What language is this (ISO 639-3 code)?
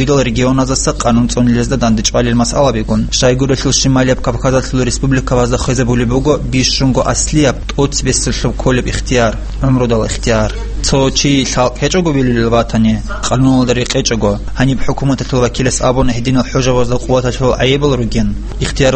ava